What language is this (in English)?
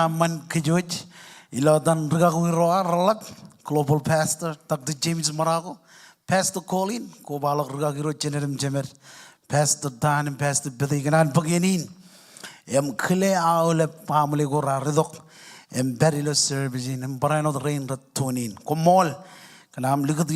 Marshallese